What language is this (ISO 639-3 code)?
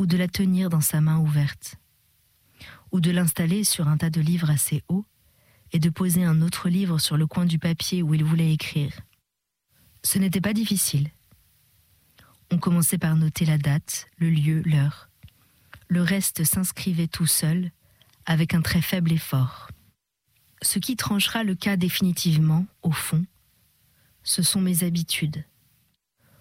fra